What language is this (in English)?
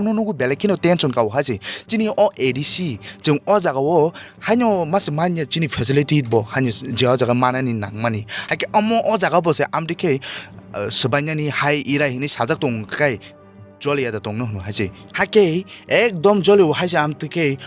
Kok Borok